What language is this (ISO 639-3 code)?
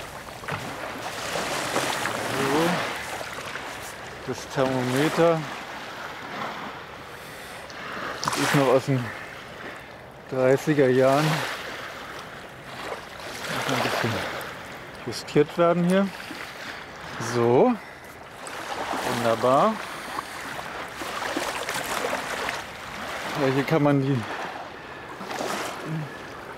deu